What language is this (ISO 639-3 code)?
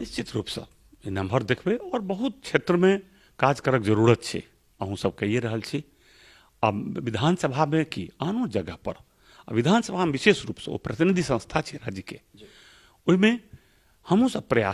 mai